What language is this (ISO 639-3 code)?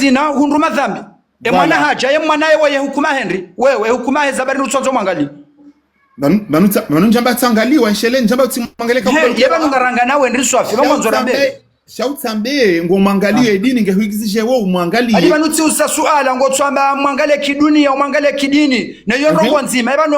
zdj